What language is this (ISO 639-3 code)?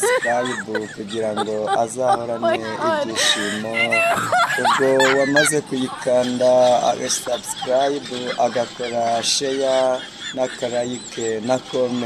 kin